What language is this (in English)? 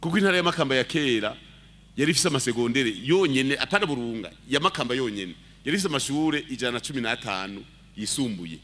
Rundi